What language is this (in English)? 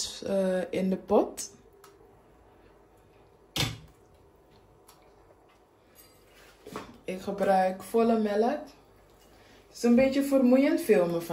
Dutch